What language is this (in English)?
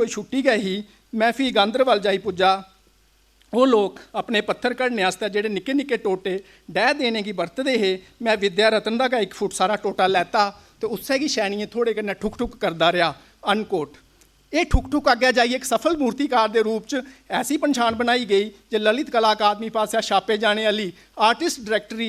Dogri